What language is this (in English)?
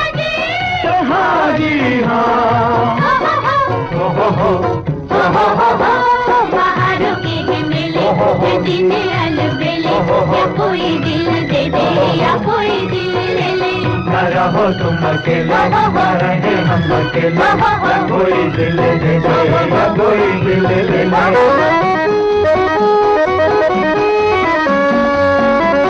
Hindi